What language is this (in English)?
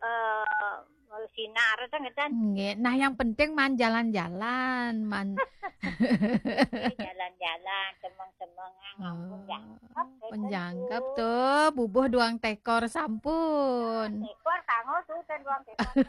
Balinese